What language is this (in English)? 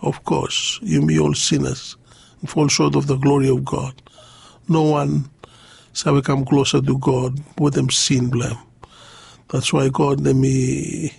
Bislama